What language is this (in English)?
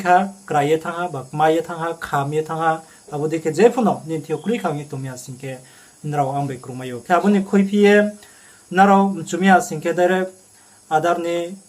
Riang (India)